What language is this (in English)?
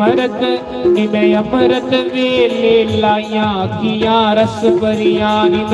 Dogri